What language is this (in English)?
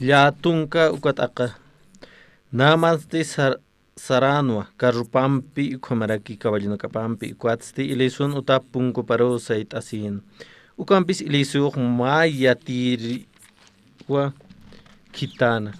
Aymara